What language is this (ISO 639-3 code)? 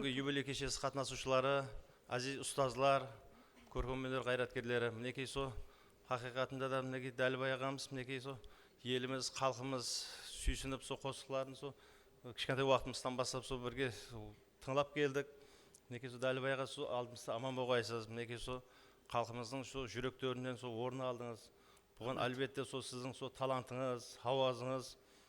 kaa